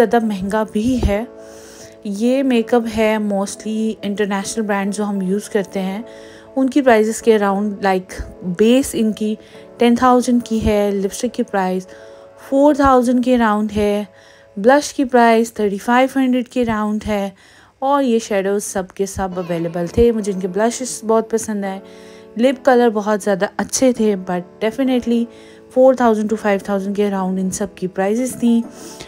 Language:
Hindi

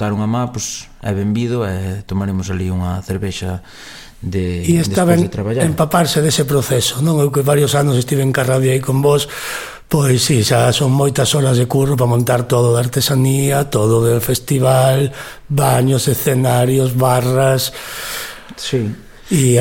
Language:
Galician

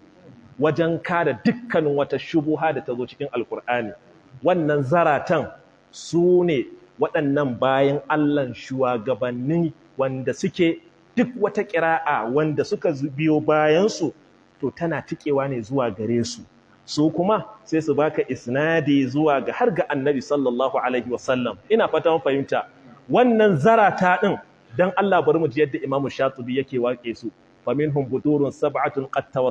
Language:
Hausa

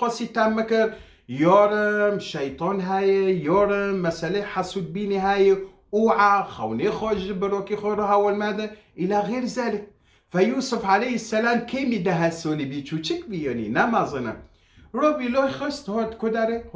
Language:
Kurdish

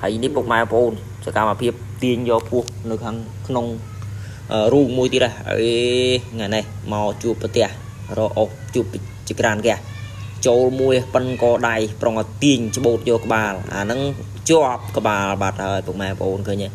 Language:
Khmer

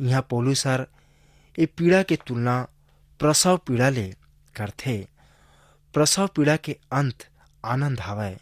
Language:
Chhattisgarhi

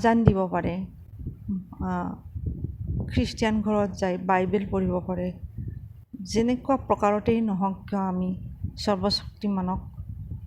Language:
Assamese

